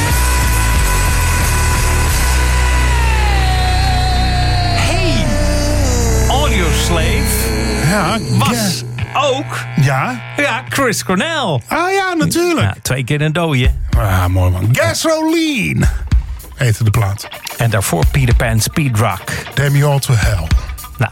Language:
Dutch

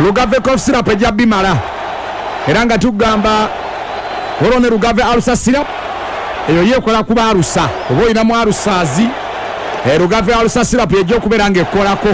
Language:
Ganda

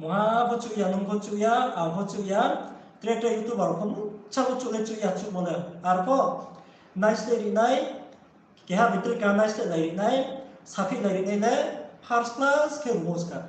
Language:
Riang (India)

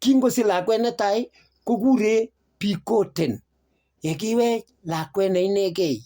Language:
Kalenjin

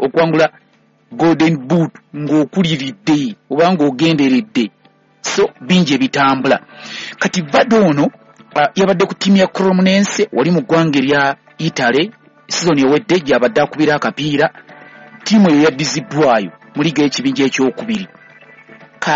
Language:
Ganda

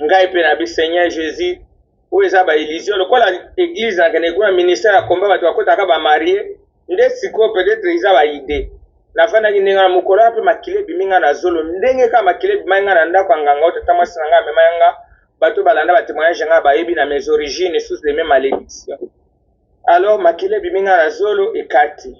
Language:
Lingala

